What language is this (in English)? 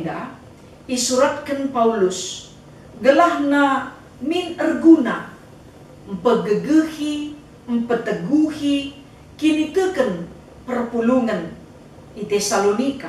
Batak Karo